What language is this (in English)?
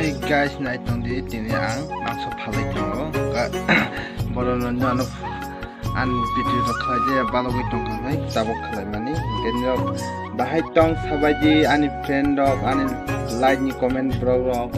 Kok Borok